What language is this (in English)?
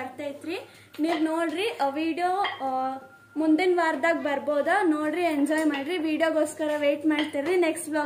Kannada